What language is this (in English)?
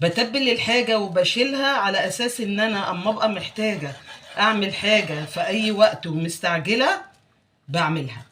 Egyptian Arabic